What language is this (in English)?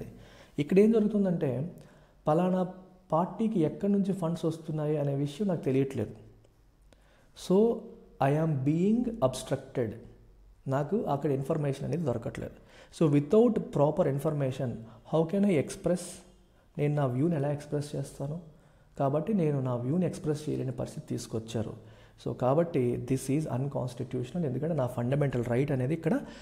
Telugu